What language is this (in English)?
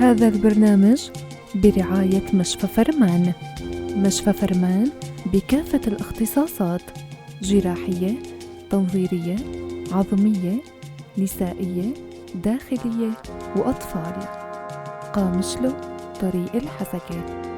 North Levantine Arabic